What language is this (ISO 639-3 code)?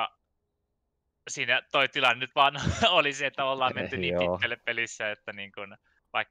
fin